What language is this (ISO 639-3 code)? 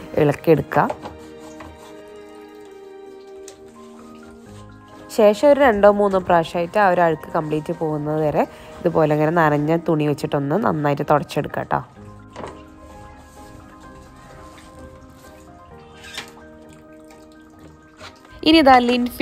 mal